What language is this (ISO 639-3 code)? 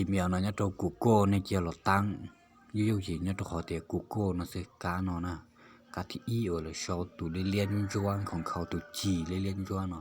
hmn